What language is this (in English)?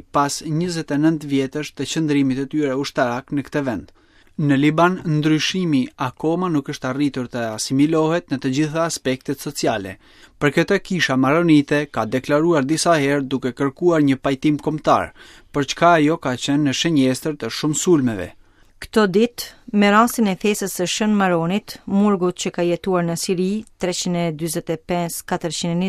Albanian